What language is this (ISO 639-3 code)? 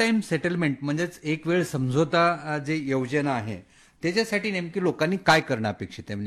mar